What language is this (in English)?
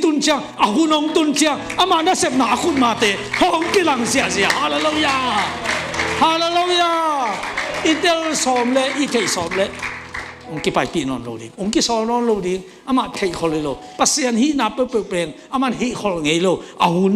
Tedim Chin